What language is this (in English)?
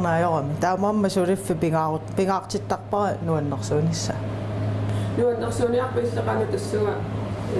Kalaallisut